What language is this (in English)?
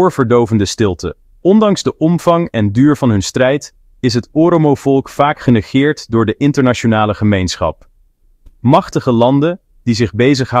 Dutch